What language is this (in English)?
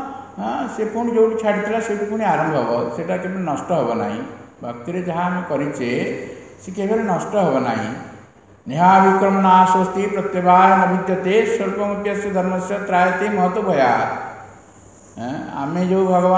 Odia